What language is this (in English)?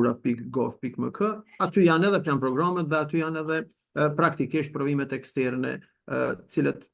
Albanian